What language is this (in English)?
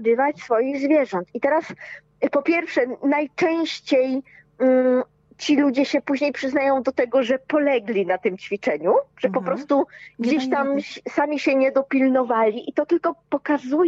Polish